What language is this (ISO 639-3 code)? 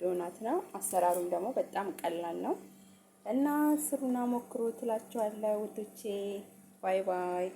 amh